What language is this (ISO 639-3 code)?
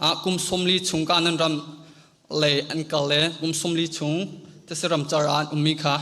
cnh